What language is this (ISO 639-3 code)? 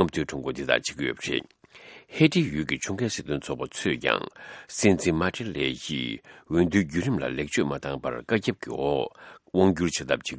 bod